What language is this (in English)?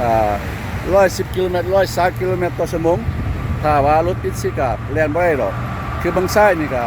Lao